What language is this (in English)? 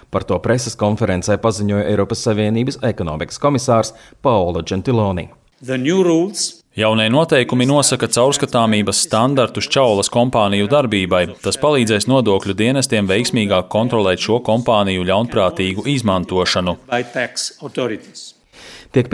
Latvian